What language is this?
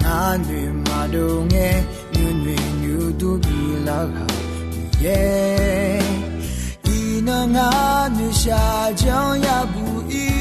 Akha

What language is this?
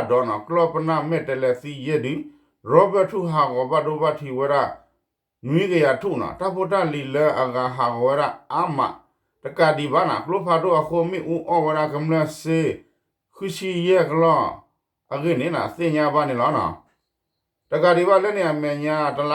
S'gaw Karen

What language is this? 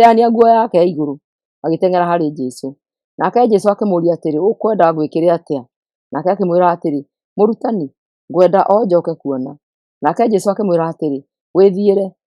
Kikuyu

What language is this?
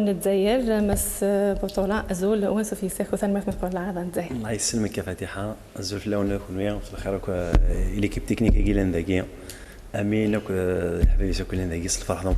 Kabyle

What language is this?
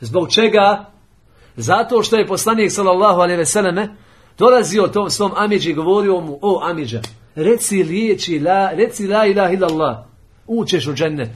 Bosnian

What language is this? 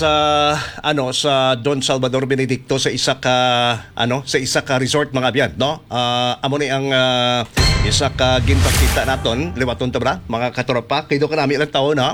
Hiligaynon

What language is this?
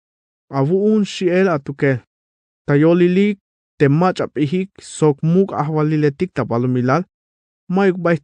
Tzeltal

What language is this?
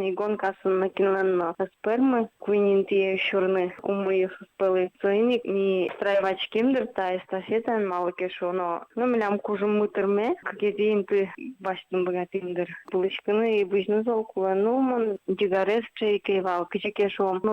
Udmurt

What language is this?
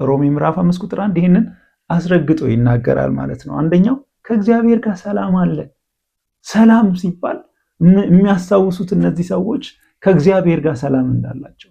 Amharic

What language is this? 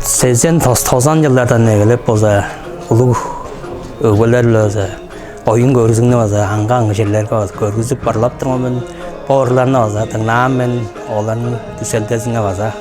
Tuvinian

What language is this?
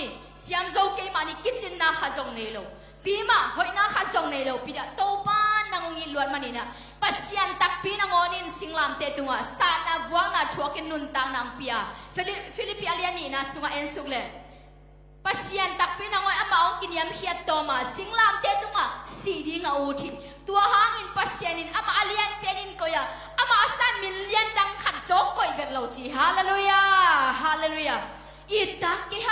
Tedim Chin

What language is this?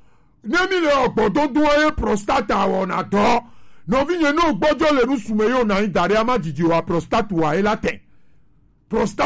Gen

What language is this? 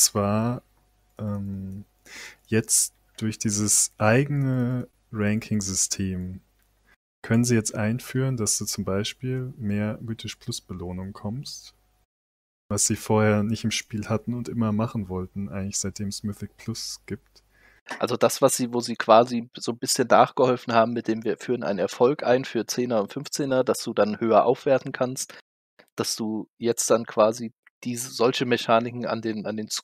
German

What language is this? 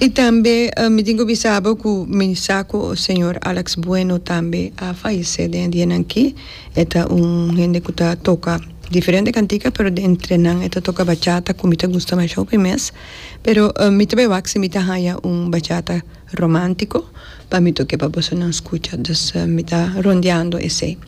Papiamento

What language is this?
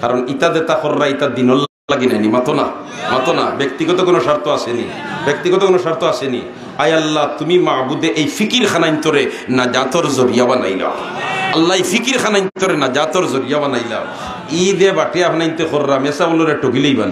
Sylheti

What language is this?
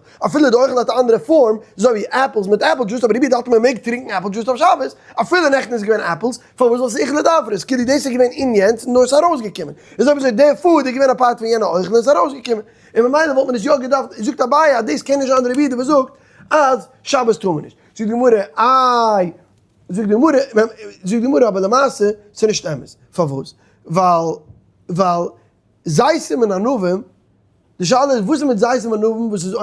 Yiddish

